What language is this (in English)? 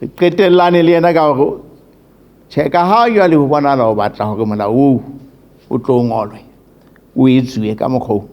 Southern Sotho